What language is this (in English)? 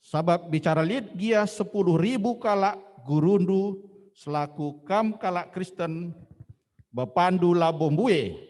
Batak Karo